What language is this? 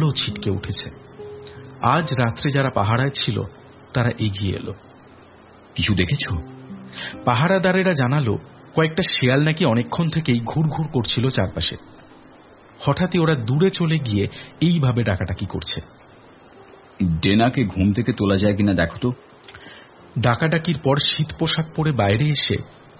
Bangla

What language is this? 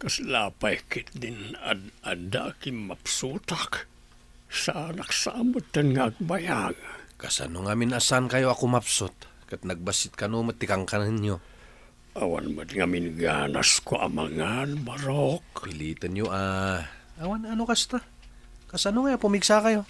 Iloko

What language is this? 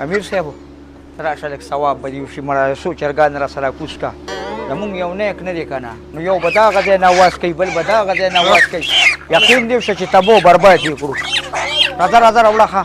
Pashto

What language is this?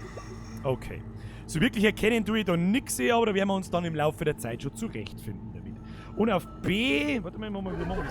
Bavarian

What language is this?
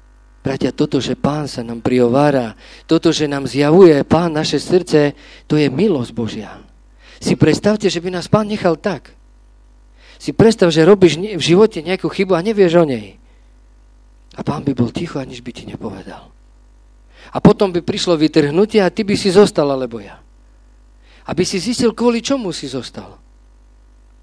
Slovak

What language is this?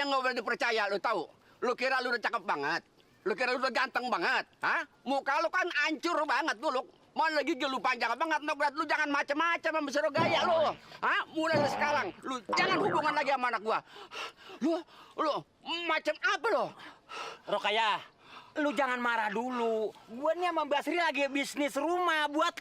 Betawi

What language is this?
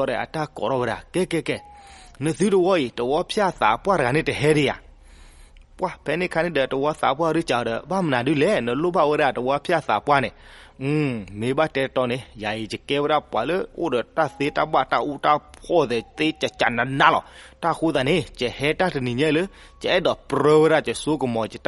S'gaw Karen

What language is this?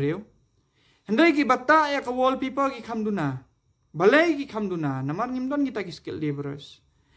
Khasi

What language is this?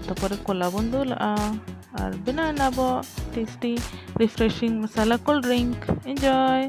Santali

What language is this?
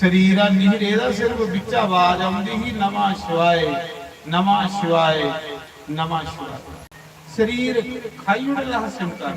Dogri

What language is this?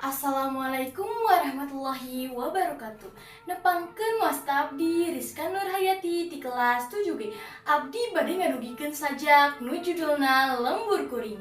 Sundanese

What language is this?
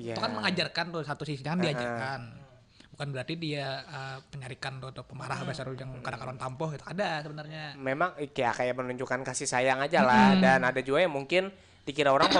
Banjar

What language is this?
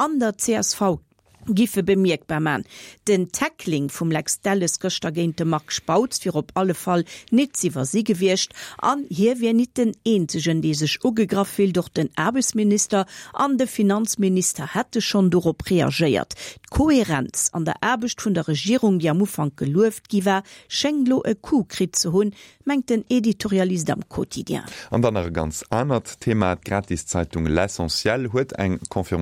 Luxembourgish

